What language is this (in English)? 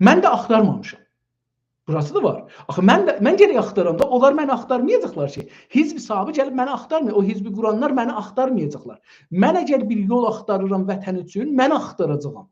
South Azerbaijani